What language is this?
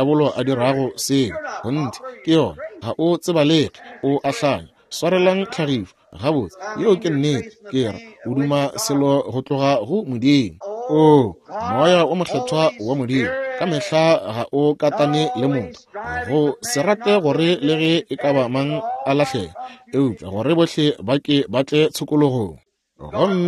Northern Sotho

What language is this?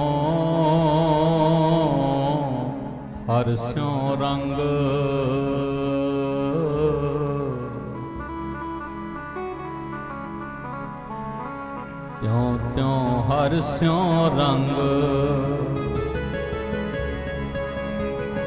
Punjabi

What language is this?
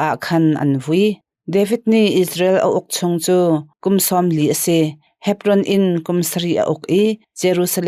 Hakha Chin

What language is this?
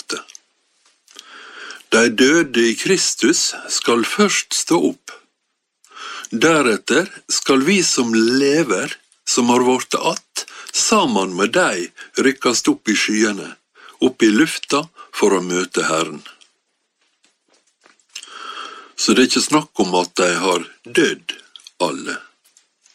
Norwegian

